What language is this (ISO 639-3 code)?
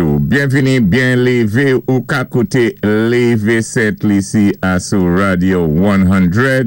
acf